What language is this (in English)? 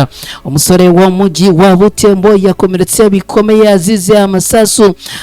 Kinyarwanda